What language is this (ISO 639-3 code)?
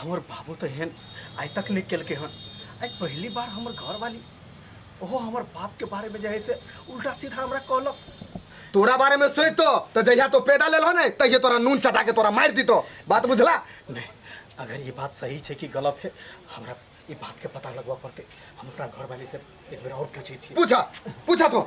mai